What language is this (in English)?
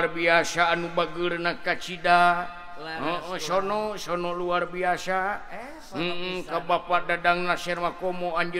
Sundanese